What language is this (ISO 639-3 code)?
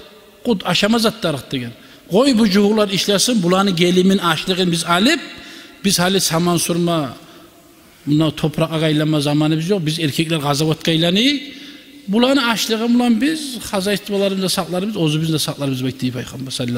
kum